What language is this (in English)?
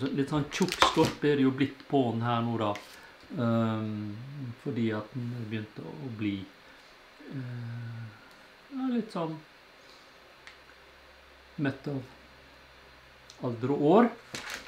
Norwegian